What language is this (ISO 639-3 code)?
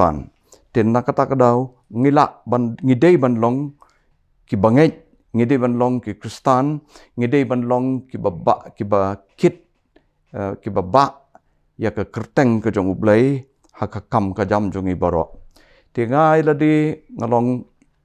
kha